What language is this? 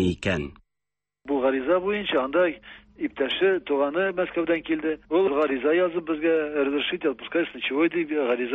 Tatar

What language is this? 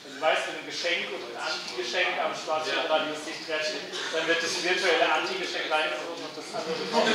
German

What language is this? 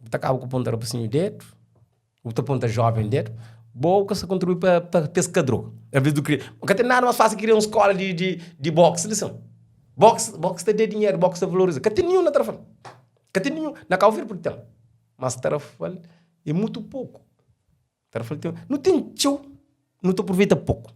Kabuverdianu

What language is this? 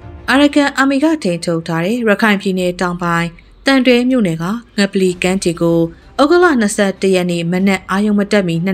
Burmese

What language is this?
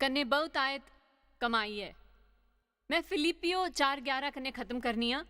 Dogri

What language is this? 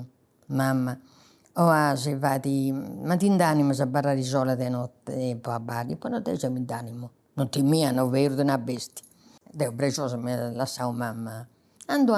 Sardinian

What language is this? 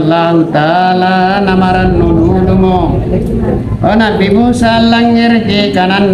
Makasar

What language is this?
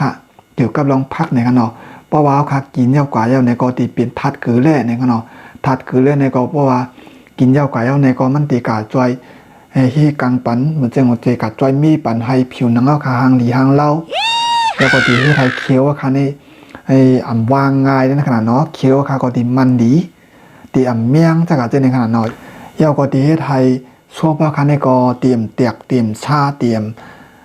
Shan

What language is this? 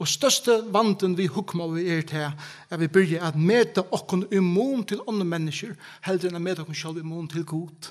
Faroese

